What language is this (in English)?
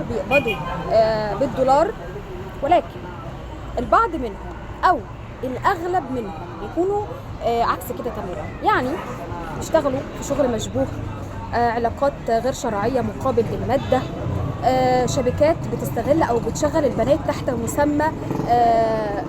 Egyptian Arabic